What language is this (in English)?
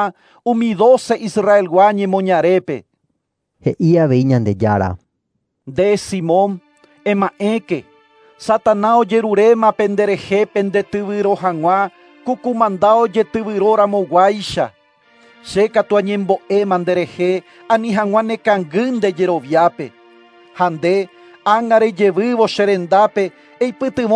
Guarani